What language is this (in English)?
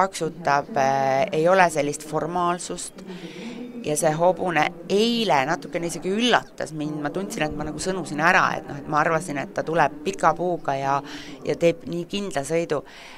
Estonian